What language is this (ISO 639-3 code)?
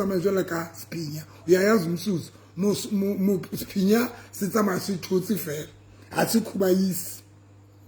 sot